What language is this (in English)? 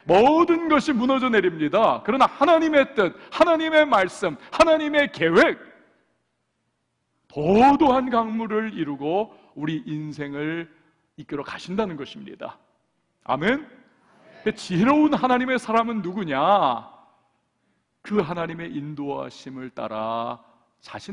Korean